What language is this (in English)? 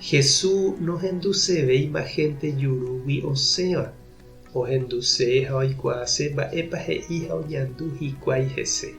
Guarani